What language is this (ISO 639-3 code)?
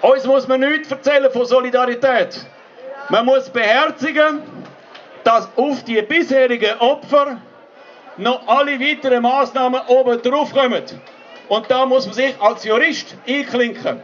gsw